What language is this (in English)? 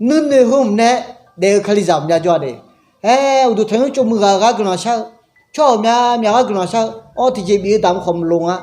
Akha